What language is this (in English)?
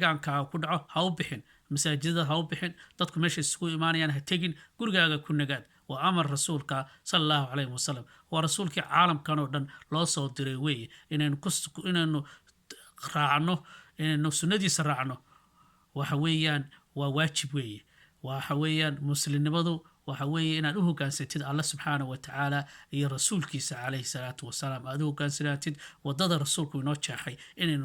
Somali